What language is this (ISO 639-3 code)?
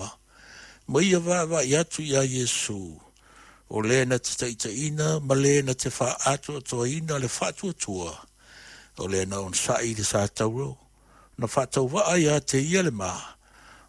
smo